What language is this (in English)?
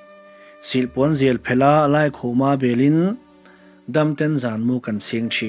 Mizo